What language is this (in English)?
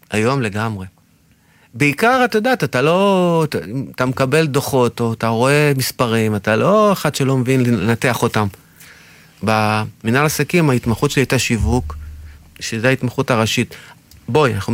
Hebrew